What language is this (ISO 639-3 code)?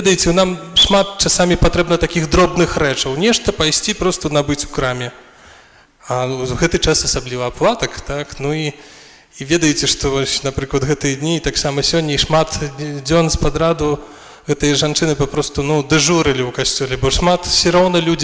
bel